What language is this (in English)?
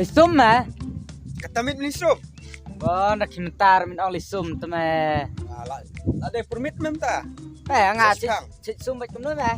Khasi